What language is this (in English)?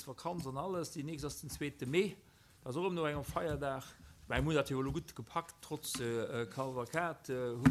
Luxembourgish